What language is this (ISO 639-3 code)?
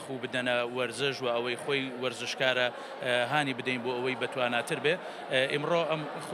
ckb